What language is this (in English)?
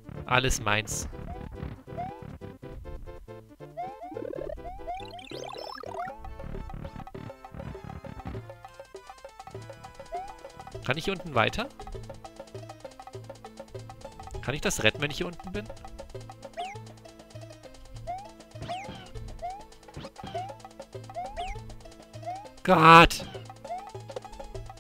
German